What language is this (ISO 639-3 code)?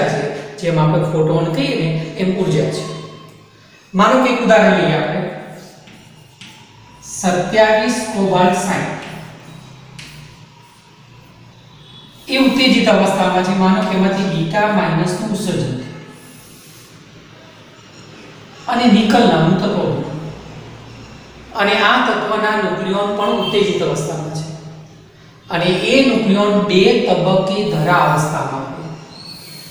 guj